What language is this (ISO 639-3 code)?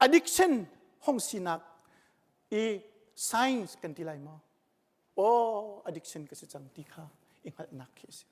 cnh